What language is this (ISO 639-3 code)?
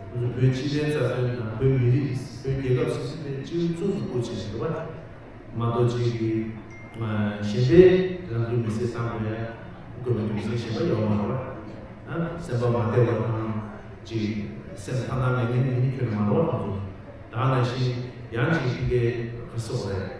bod